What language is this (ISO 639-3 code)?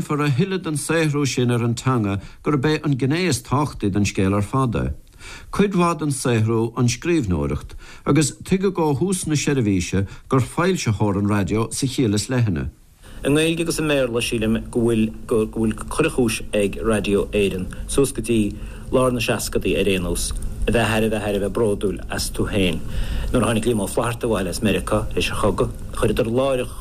gle